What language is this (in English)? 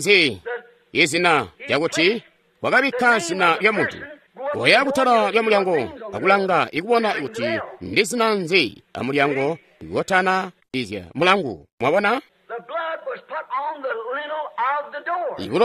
Tonga (Zambia)